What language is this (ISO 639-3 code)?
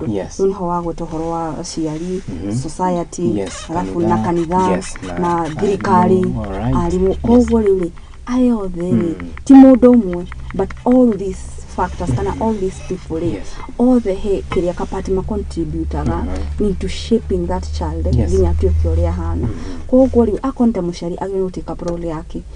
kik